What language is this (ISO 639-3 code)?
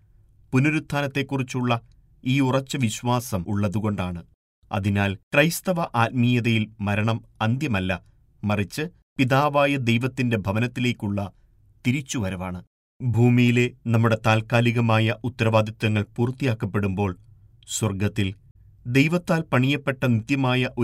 mal